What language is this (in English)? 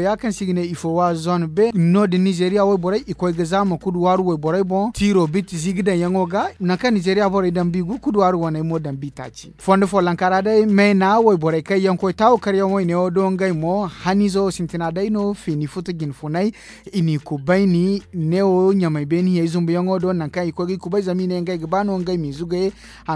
Zarma